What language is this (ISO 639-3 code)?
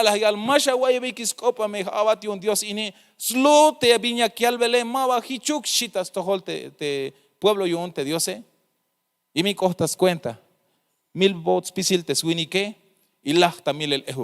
tzh